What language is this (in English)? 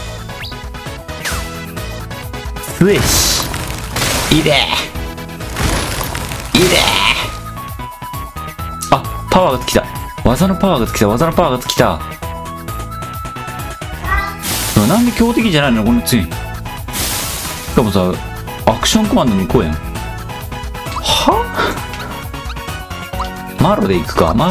Japanese